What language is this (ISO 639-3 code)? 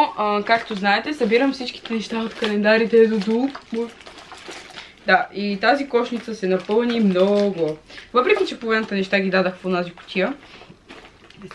bul